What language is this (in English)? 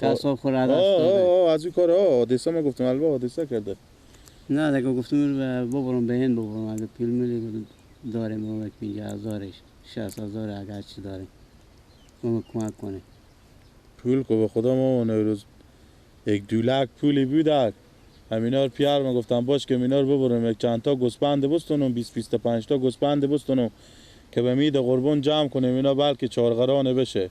Persian